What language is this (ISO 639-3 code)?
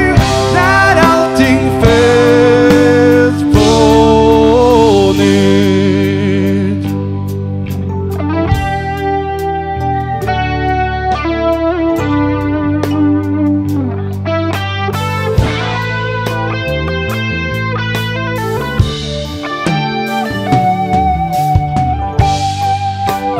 swe